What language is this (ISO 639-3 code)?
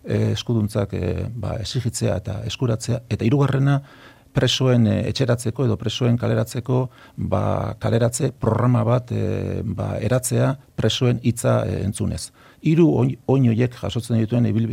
eus